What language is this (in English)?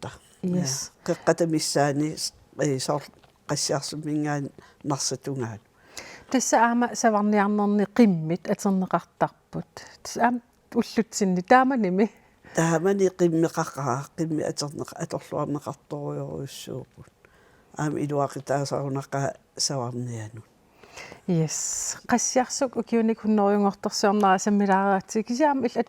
Kalaallisut